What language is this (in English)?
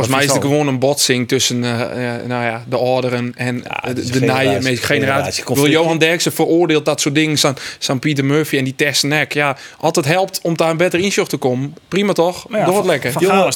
Western Frisian